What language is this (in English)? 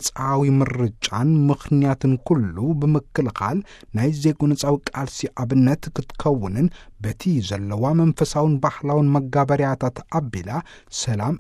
Tigrinya